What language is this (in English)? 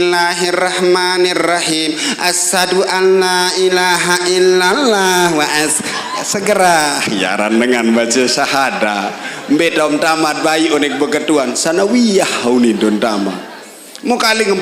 Sasak